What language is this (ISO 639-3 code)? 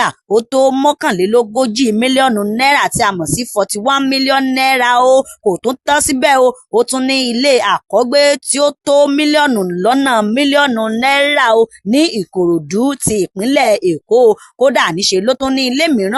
yor